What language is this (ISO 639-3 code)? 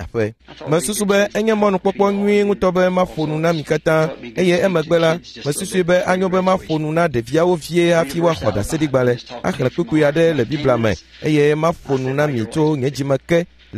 ewe